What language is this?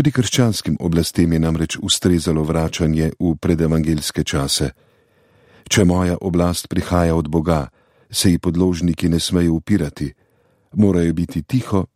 Slovenian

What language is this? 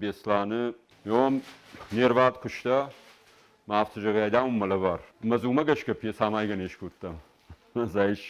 Ossetic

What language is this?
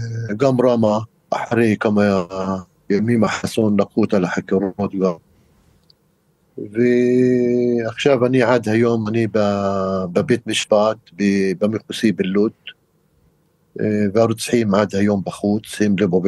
Hebrew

